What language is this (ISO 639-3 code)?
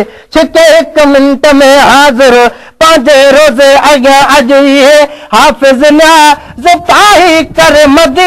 snd